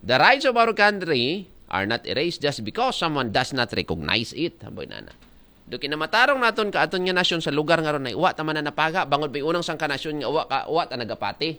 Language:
Aklanon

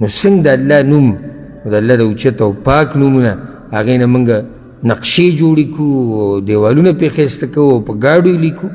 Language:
Pashto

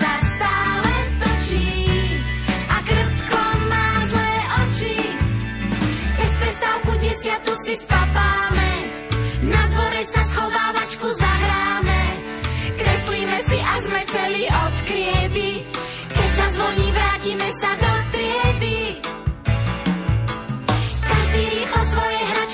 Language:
Slovak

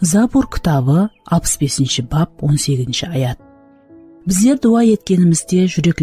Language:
Kara-Kalpak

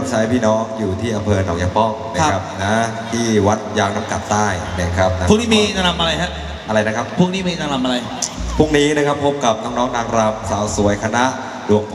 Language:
Thai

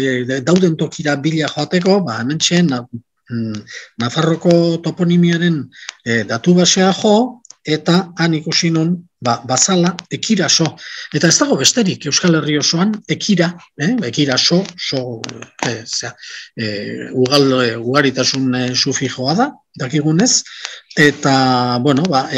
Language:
Basque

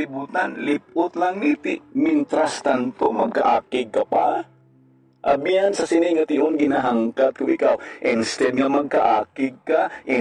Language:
Hiligaynon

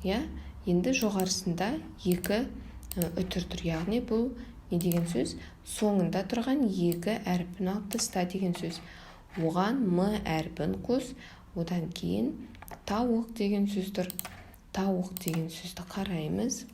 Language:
Kazakh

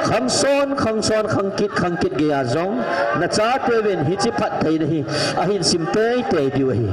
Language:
Thado Chin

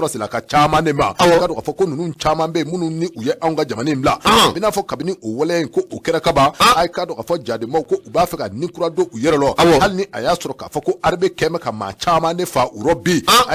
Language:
Bambara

